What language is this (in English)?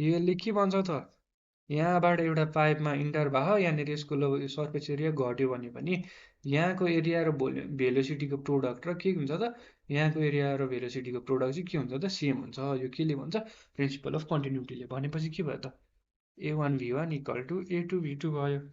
Nepali